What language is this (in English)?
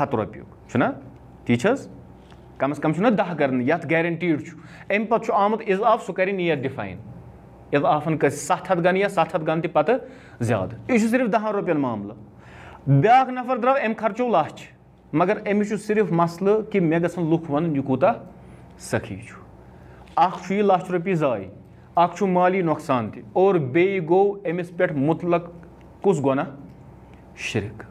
Kashmiri